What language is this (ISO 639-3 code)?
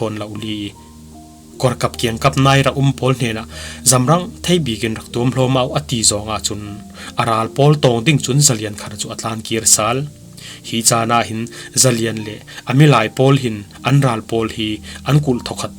cfm